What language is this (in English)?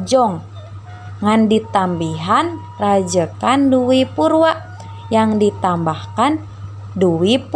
Sundanese